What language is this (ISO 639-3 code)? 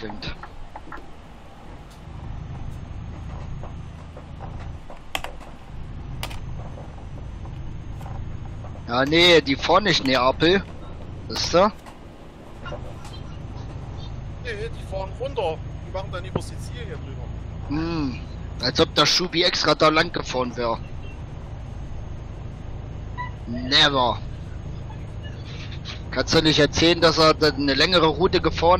deu